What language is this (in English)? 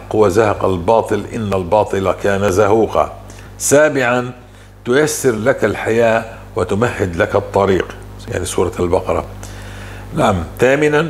North Levantine Arabic